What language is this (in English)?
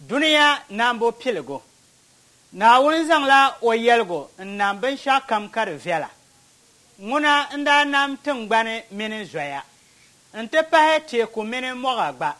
Dagbani